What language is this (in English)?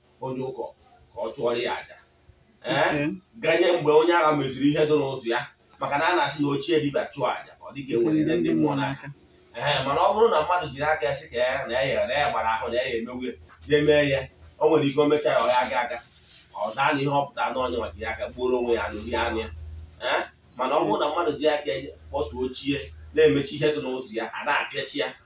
Igbo